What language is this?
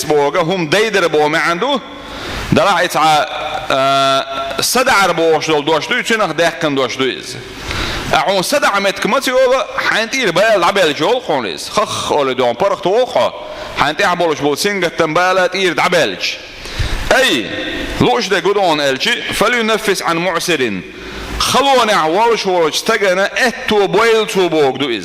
Chechen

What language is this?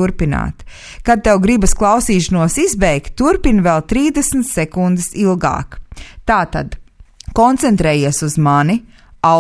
Latvian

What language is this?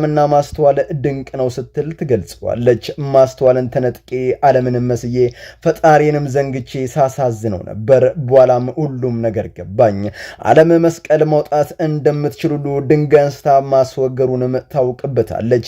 Amharic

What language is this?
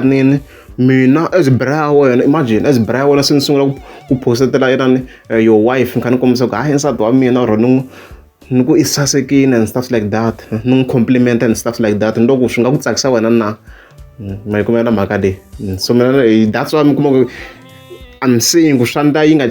Tsonga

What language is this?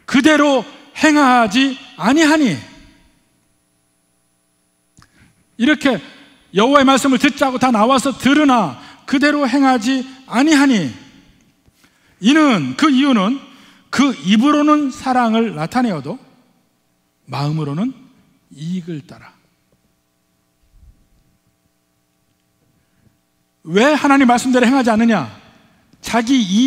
Korean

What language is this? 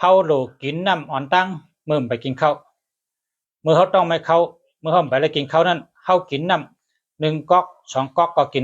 Shan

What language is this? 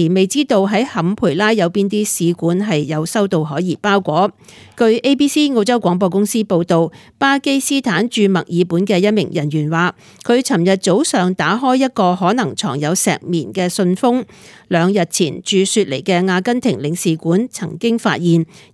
Cantonese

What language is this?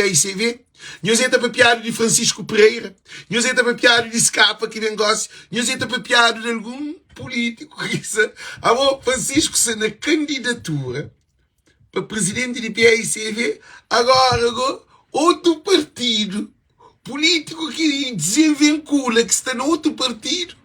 Kabuverdianu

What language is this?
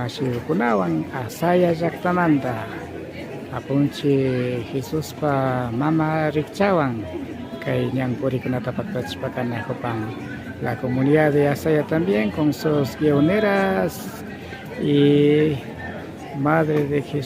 Imbabura Highland Quichua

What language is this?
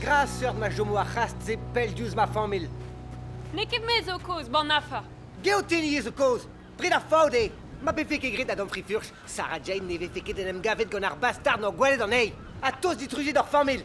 Breton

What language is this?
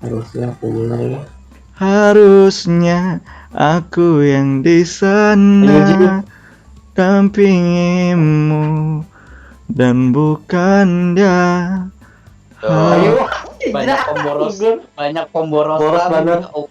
Banjar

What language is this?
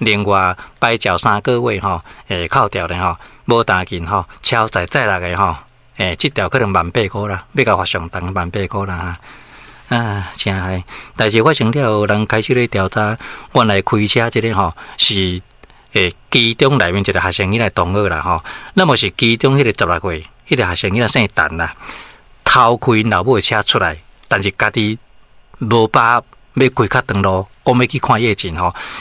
Min Nan Chinese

